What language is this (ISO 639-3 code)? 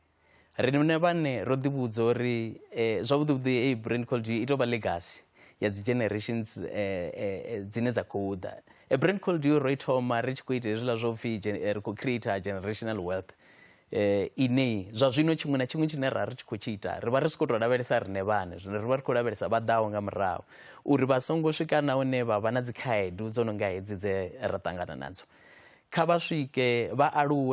ven